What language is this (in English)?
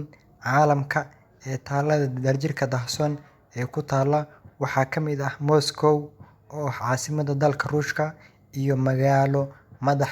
Somali